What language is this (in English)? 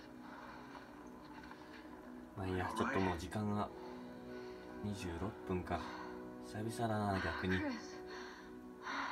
Japanese